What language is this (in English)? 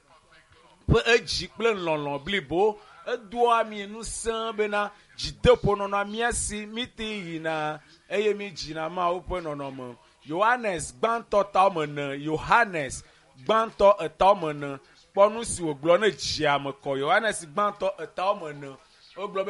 Ewe